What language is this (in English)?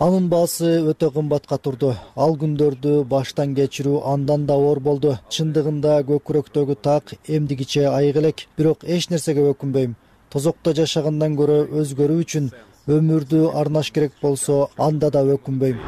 Kyrgyz